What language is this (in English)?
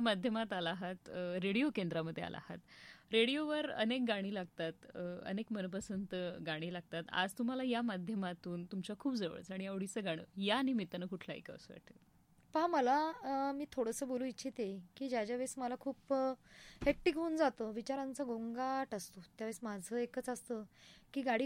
Marathi